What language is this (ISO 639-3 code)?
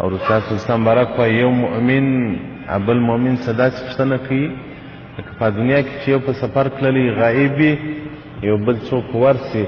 pus